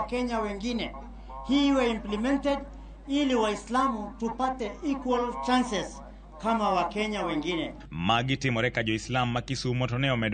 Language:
Luo (Kenya and Tanzania)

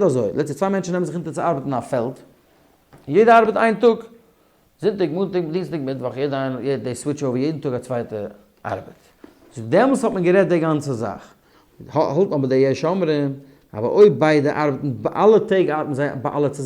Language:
Yiddish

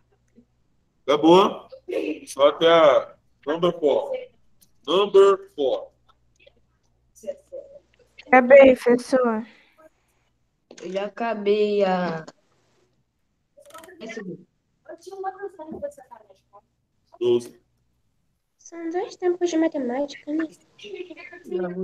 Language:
Portuguese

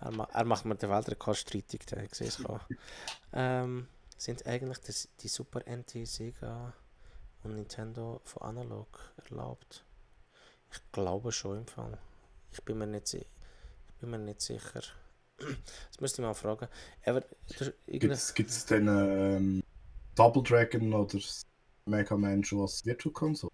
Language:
Swiss German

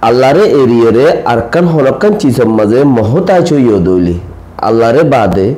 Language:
Rohingya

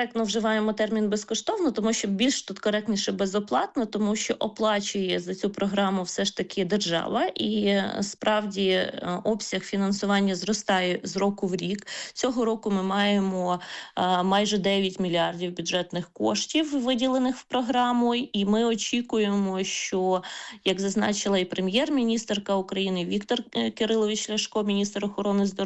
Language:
Ukrainian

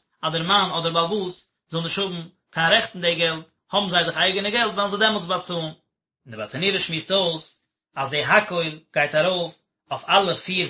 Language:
Yiddish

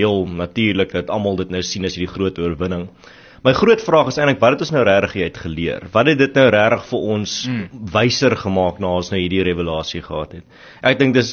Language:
Afrikaans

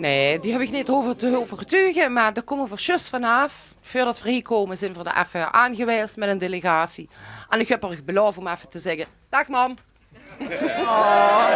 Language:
Limburgish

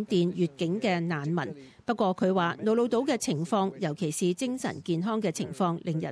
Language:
Cantonese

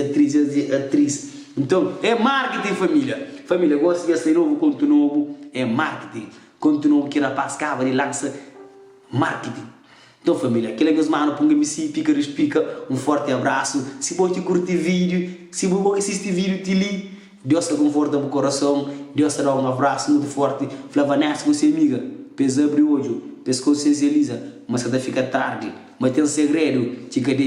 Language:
Kabuverdianu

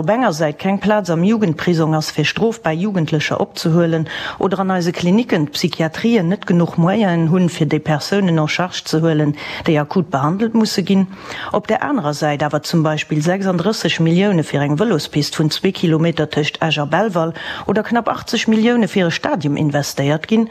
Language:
Luxembourgish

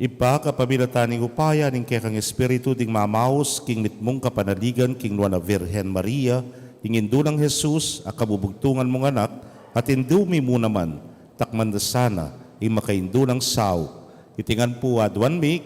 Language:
Pampanga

